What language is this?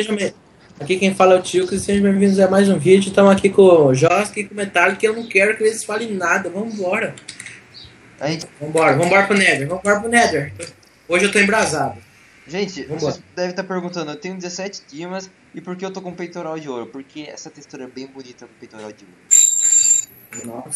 Portuguese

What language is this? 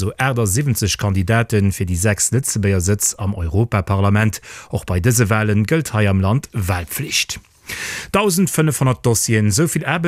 Luxembourgish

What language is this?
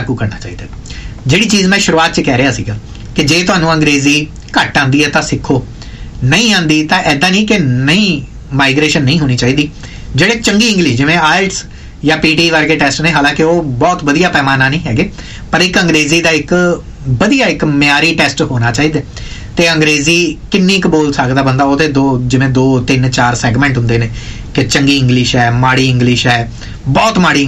Punjabi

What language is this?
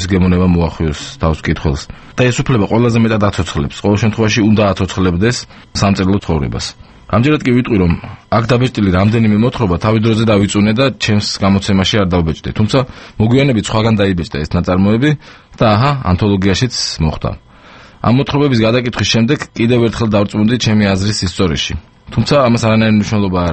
Georgian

